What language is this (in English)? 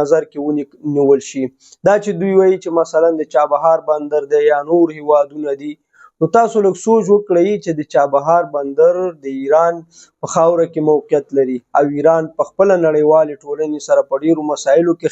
Pashto